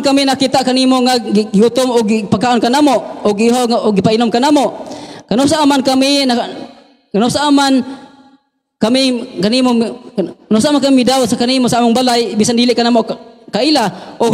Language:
Cebuano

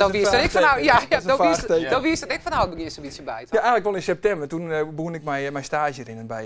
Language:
Western Frisian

